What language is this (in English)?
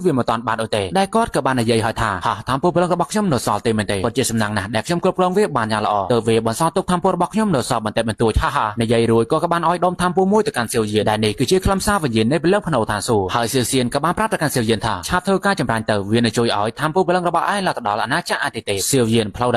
Khmer